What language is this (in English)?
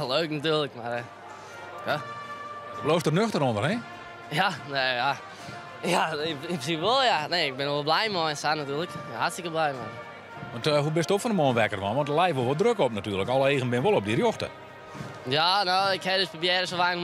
Western Frisian